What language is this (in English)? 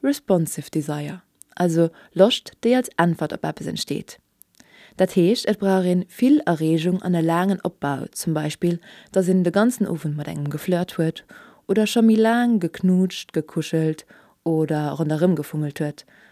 Luxembourgish